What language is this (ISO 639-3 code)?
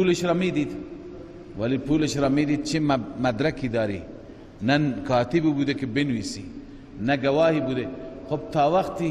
fas